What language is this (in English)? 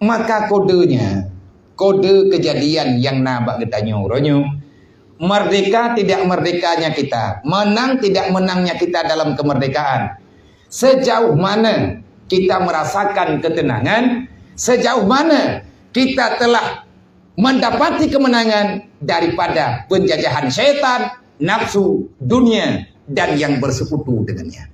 Achinese